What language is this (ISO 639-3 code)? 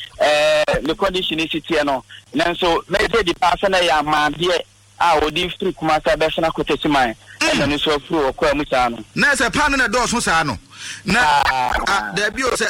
aka